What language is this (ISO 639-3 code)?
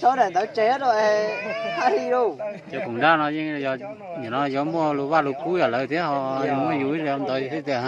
hmn